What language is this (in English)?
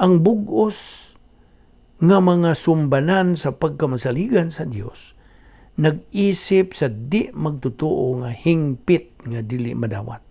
Cebuano